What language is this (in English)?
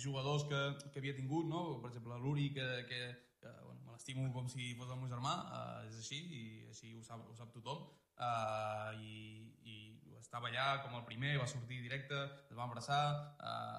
Catalan